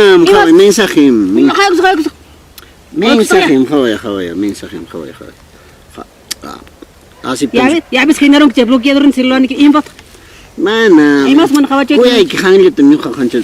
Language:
Ayacucho Quechua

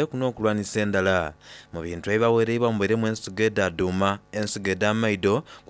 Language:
Soga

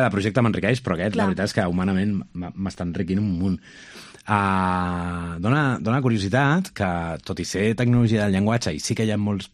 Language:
Catalan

